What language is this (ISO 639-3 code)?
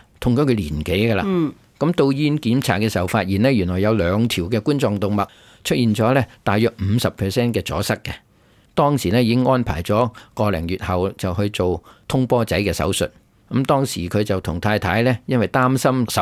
yue